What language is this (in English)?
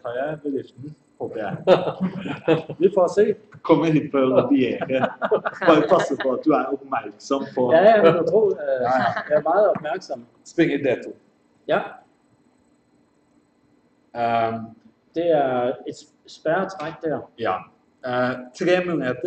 Norwegian